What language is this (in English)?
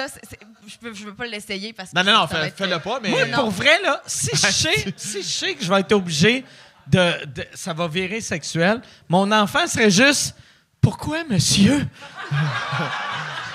French